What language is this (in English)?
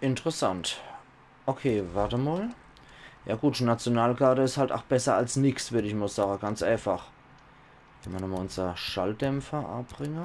Palatine German